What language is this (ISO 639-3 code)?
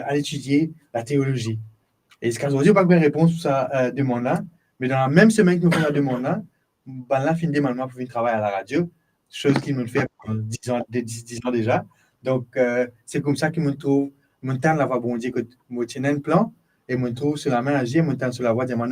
mfe